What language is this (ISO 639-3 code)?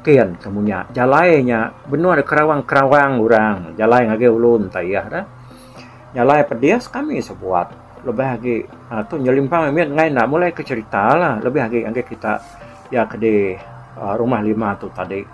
iba